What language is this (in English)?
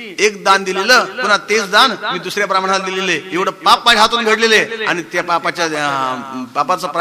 Marathi